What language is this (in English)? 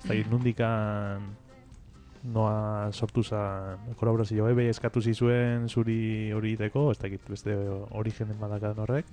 Basque